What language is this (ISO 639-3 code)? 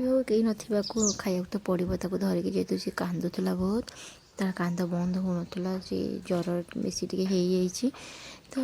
ori